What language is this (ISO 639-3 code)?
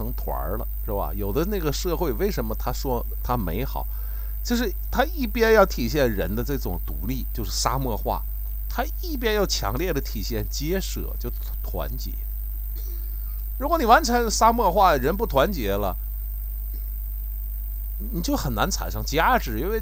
zho